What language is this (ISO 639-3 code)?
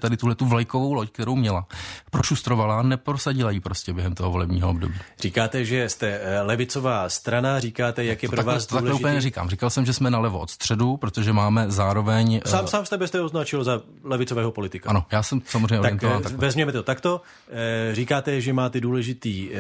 ces